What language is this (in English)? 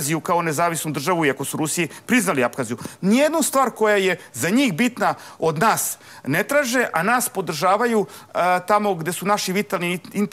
Serbian